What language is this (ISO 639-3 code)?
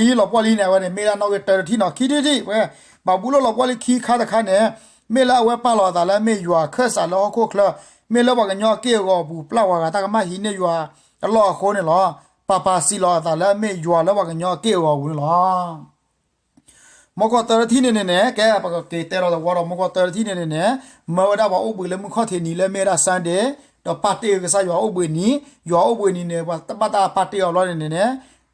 ksw